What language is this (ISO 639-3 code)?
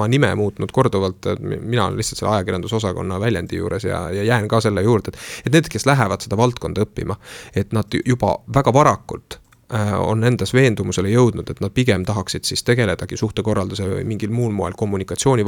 est